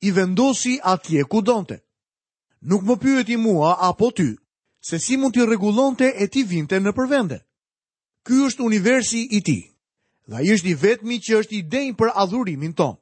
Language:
Albanian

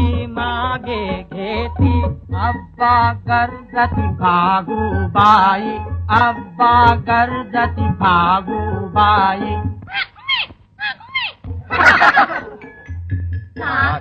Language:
Marathi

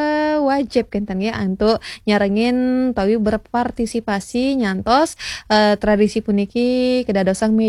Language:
Balinese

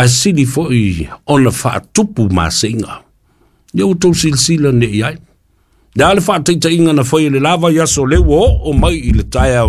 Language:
Samoan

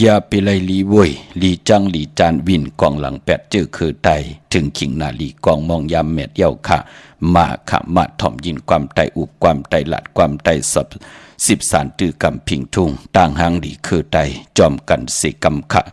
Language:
Shan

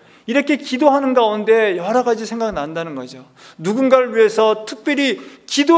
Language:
Korean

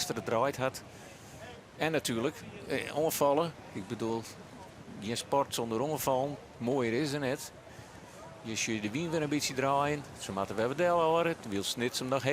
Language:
Western Frisian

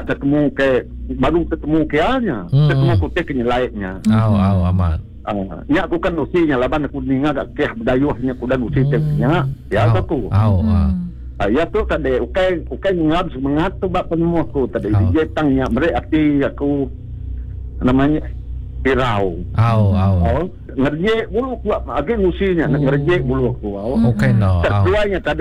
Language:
Iban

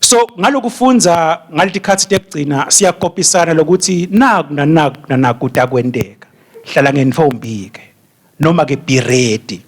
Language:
Swati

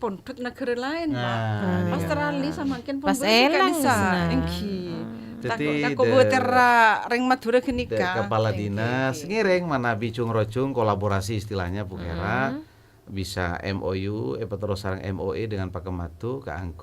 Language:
Madurese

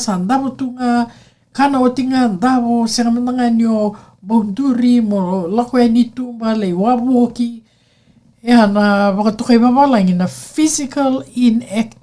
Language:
Fijian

